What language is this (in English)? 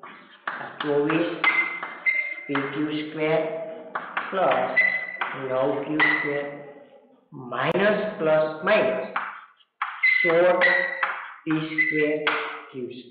Gujarati